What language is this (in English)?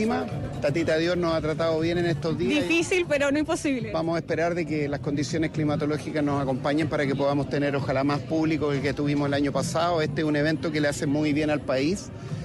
Spanish